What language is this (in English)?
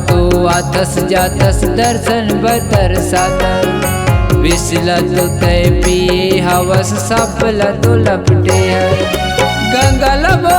Chhattisgarhi